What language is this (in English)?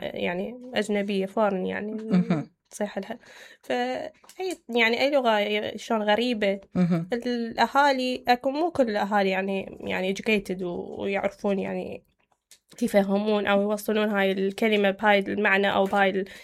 Mesopotamian Arabic